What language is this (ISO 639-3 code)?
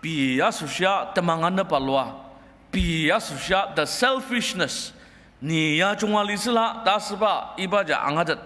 njo